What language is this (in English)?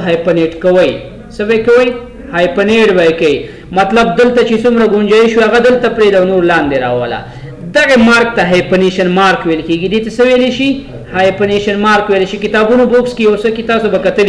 Pashto